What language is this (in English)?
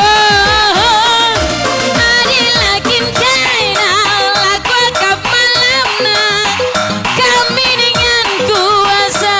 Batak Karo